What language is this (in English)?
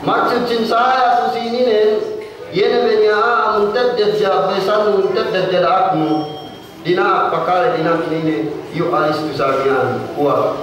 Yakan